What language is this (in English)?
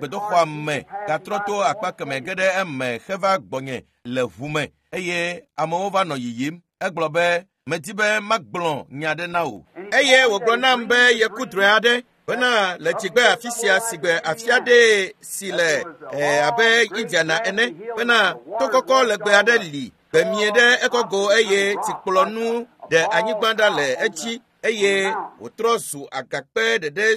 Ewe